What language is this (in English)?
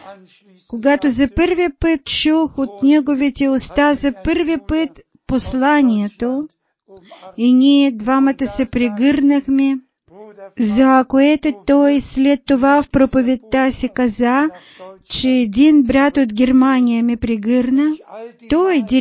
Bulgarian